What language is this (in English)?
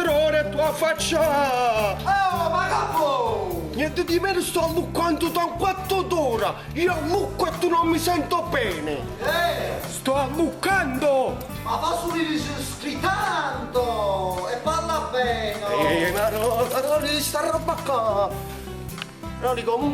Neapolitan